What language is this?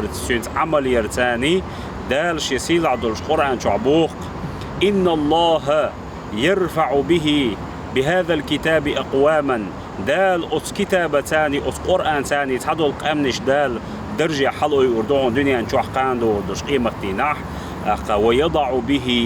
Chechen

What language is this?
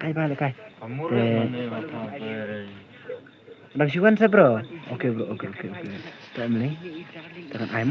Khasi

